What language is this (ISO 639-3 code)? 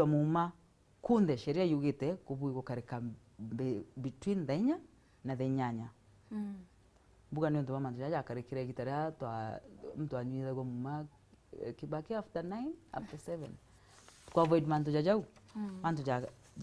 mer